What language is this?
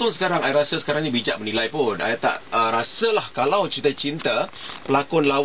Malay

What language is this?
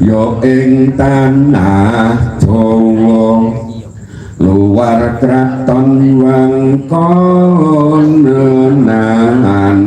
Javanese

